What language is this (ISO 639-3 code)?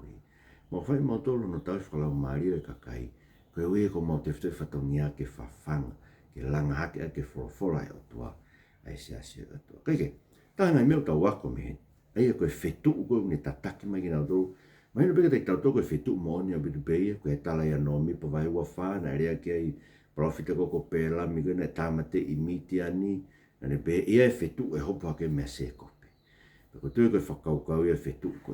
ton